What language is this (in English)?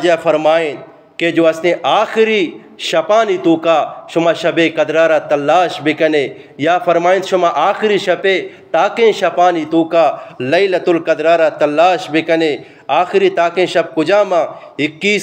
Eastern Balochi